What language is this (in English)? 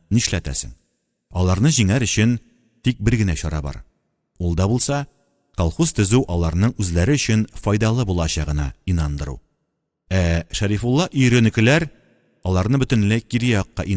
Tatar